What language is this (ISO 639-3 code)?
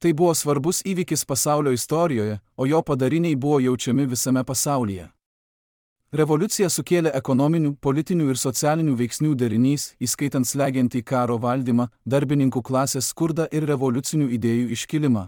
lit